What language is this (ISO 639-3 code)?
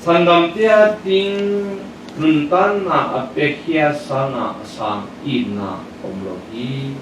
ctd